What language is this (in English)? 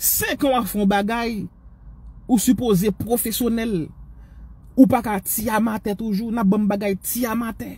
Haitian Creole